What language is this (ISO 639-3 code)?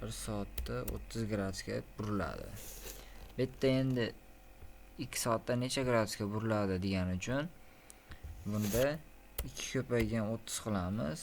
uzb